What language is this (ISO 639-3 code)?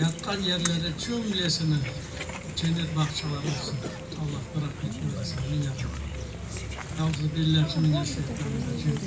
crh